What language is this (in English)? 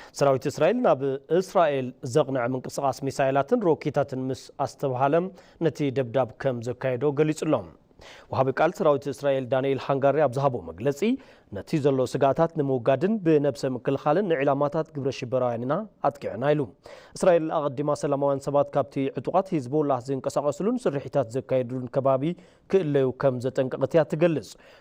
Tigrinya